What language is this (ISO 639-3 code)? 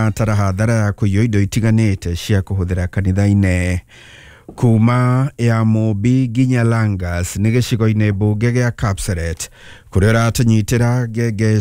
kik